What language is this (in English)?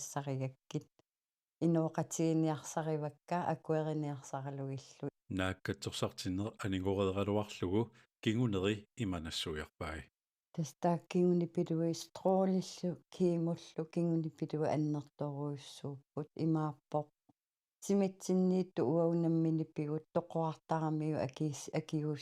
Kalaallisut